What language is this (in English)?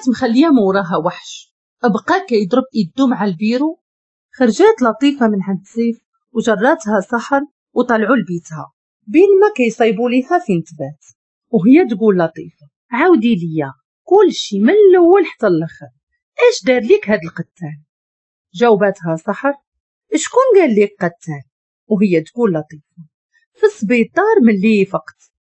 Moroccan Arabic